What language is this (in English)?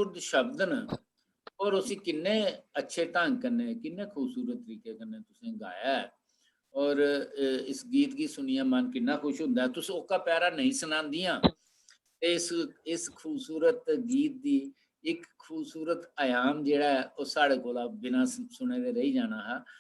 Dogri